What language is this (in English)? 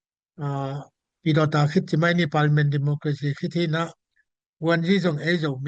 Tedim Chin